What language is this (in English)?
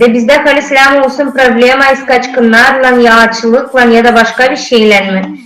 Gagauz